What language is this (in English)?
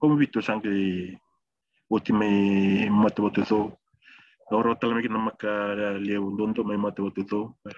Fijian